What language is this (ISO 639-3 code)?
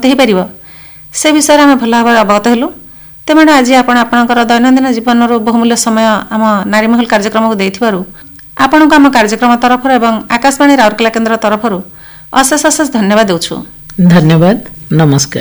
ori